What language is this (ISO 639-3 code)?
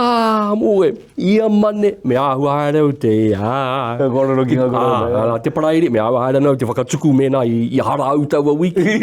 mri